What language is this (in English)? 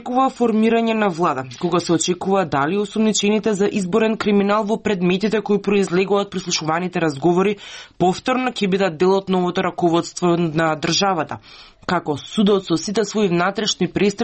Macedonian